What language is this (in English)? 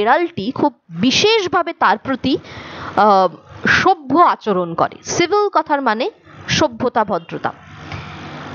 Bangla